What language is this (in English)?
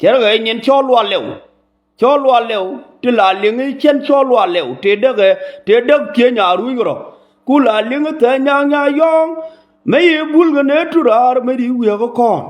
Nuer